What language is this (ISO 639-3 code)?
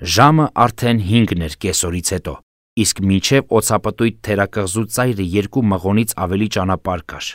hye